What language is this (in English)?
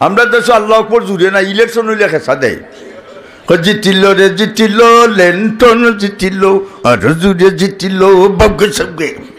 Sylheti